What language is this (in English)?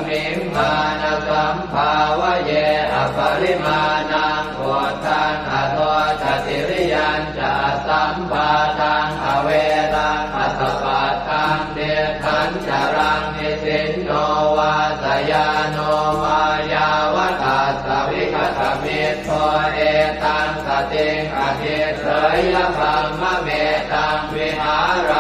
Pali